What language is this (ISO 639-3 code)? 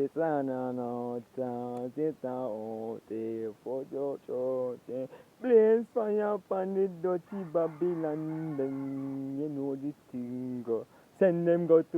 jam